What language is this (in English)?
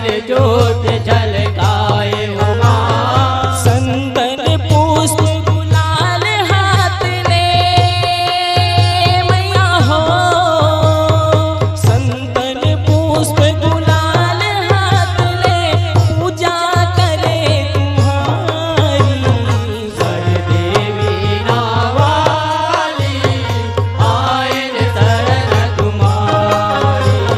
Chhattisgarhi